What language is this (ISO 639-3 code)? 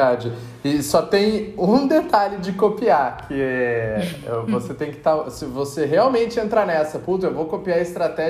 por